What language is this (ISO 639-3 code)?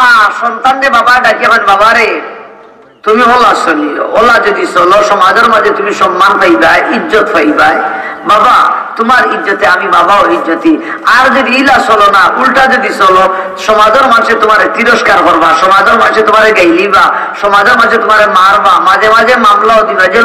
syl